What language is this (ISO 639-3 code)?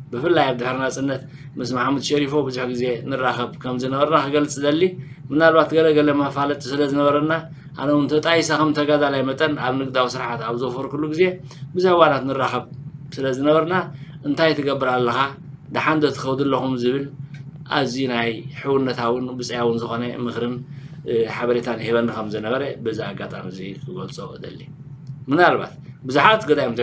tir